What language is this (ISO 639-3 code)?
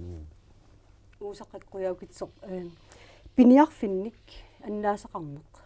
kal